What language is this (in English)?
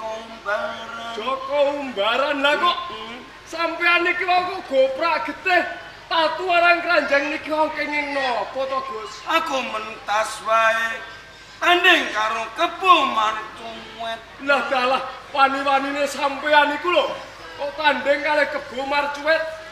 Javanese